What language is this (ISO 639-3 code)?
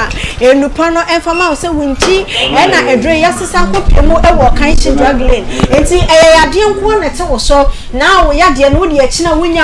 aka